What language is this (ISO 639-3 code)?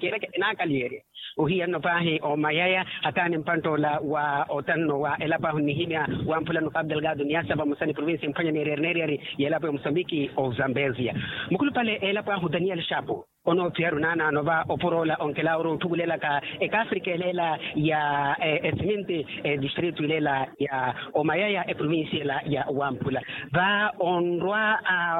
vmw